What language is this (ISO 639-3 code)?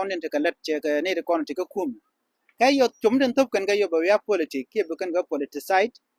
nus